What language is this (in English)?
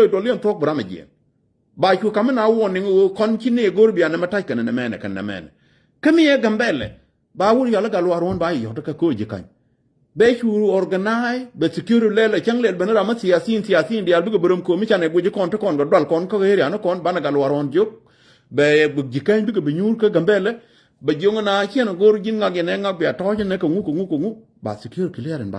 Nuer